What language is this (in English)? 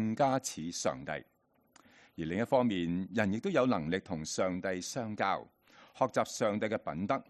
Cantonese